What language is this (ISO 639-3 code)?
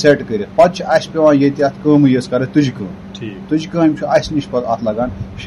kas